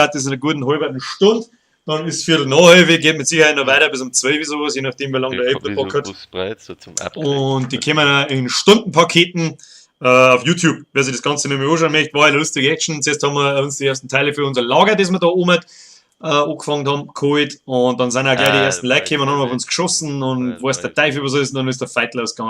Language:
Bavarian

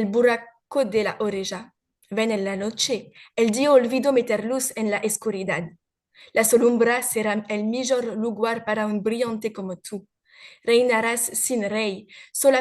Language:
Ladino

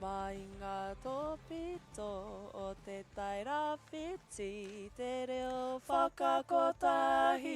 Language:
Māori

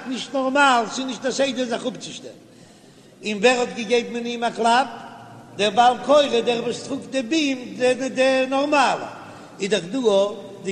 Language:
Yiddish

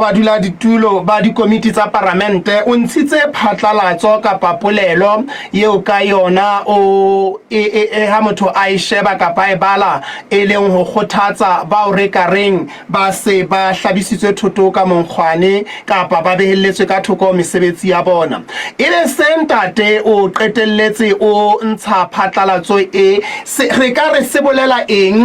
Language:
Southern Sotho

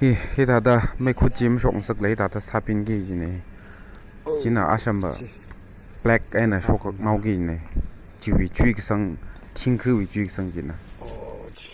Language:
Tangkhul Naga (India)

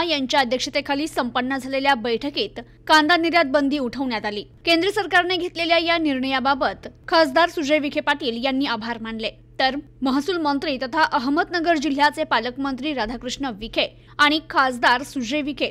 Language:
Marathi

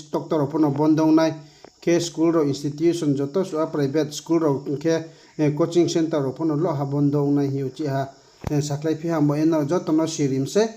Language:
Riang (India)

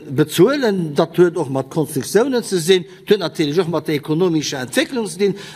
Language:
Luxembourgish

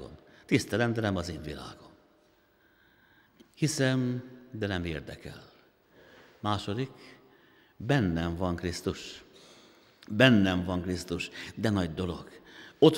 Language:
Hungarian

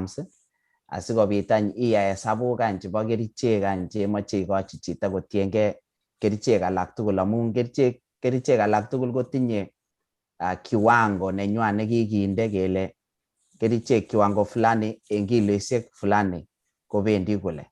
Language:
Kalenjin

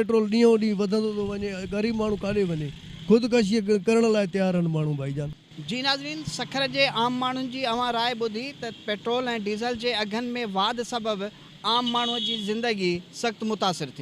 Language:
Sindhi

